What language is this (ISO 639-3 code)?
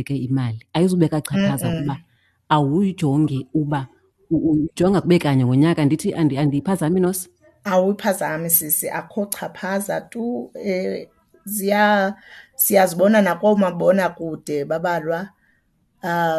xho